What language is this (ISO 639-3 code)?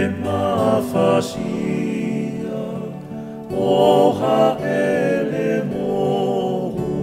ton